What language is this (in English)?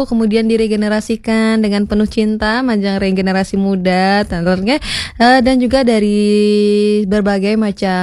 Balinese